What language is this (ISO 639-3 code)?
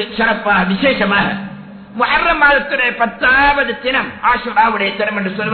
tam